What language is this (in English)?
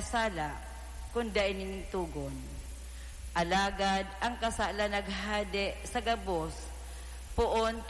Bikol